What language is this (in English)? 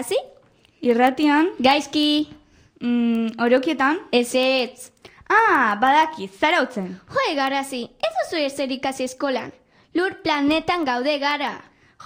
Basque